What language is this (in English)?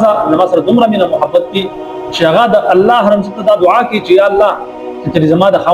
Pashto